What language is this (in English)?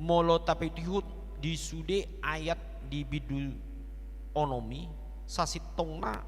Batak Toba